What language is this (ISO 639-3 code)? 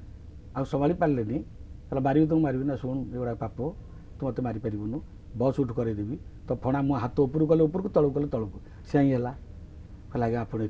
ori